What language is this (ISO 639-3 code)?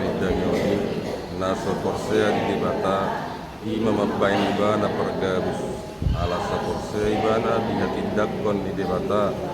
bbc